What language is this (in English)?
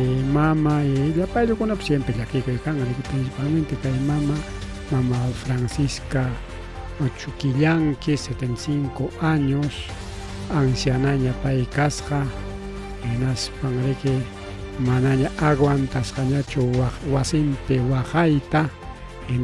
Ayacucho Quechua